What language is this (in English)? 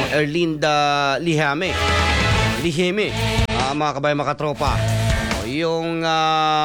Filipino